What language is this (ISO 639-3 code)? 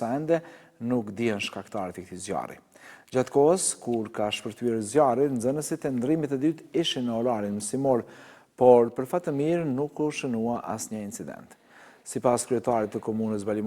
sqi